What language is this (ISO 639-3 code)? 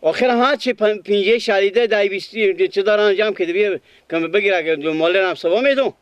fas